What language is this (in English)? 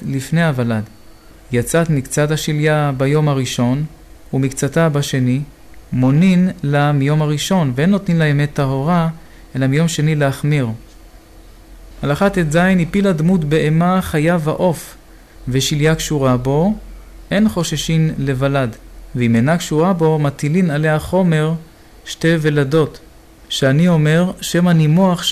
Hebrew